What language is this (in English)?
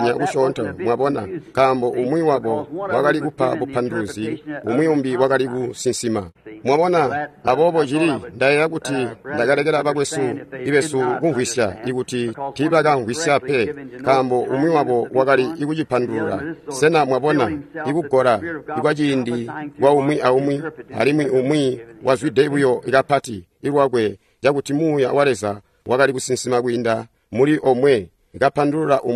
Tonga (Zambia)